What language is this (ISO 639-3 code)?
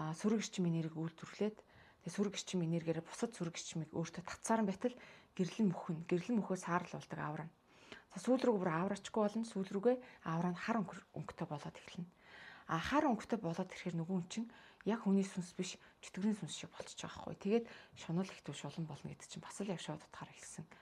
mon